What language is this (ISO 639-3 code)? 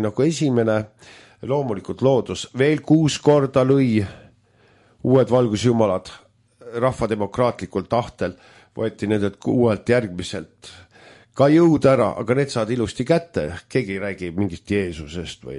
est